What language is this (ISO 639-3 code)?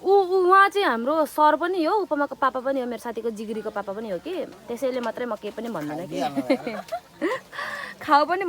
nep